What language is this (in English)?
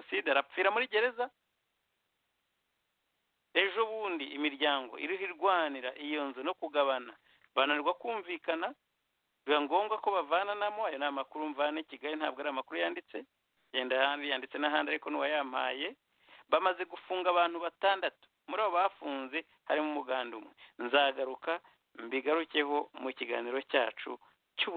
Kinyarwanda